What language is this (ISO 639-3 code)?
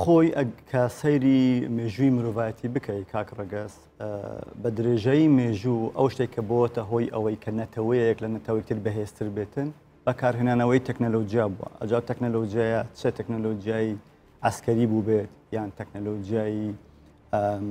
ckb